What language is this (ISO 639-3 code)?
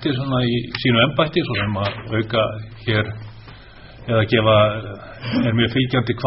isl